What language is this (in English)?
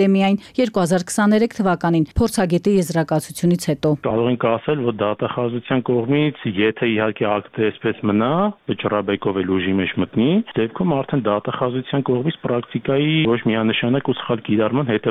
Armenian